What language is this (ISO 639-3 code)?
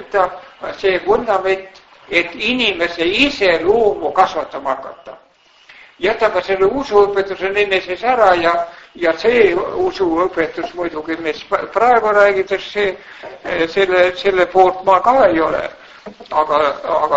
est